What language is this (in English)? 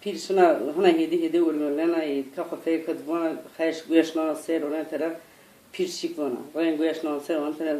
Zaza